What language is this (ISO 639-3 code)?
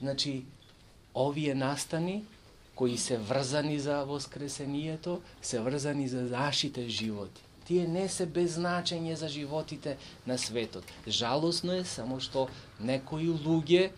mkd